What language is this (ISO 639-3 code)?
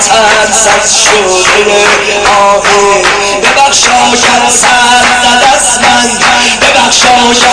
fas